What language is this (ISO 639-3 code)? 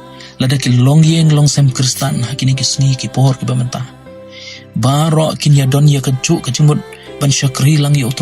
kha